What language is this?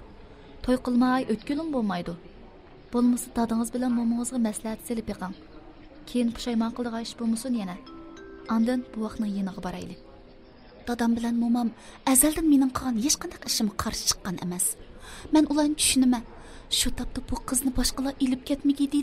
Uyghur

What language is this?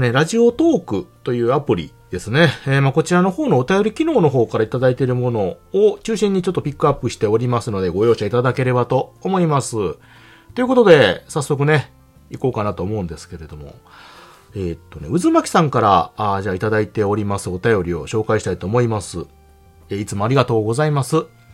Japanese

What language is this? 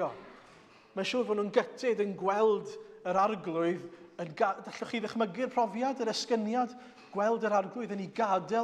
Welsh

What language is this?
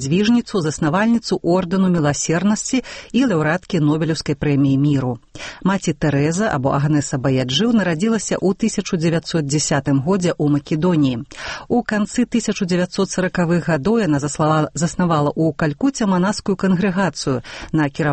Belarusian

